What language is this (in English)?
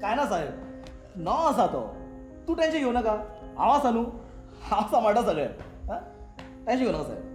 Konkani